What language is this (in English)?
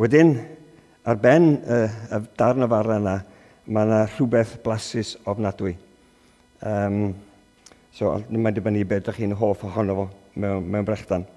Welsh